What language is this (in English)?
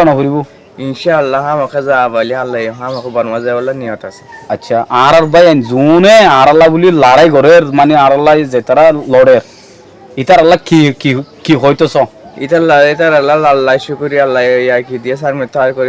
Rohingya